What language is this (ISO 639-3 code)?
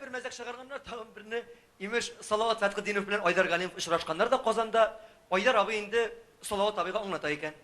tat